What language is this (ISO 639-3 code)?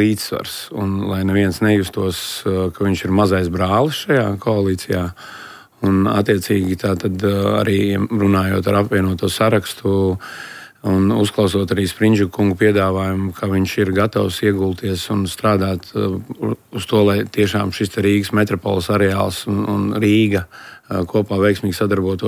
lav